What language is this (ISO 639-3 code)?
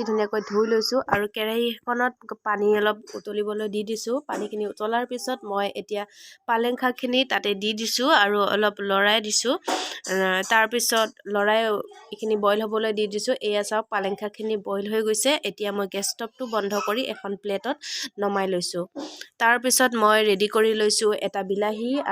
asm